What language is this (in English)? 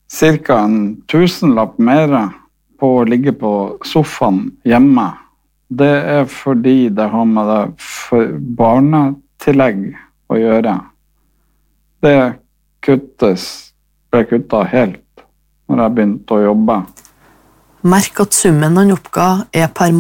Norwegian